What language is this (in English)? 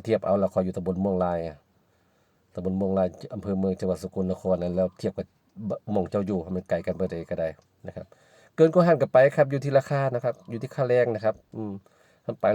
Northeastern Thai